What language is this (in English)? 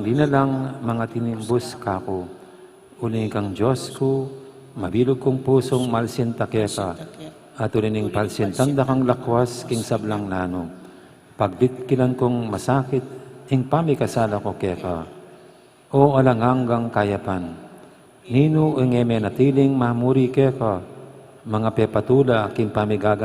Pampanga